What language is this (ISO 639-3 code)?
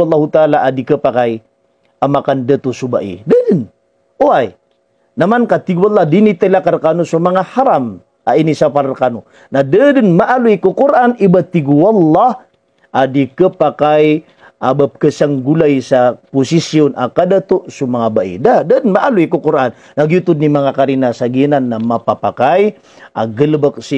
mrw